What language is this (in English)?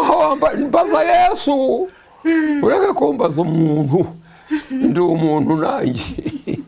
Kinyarwanda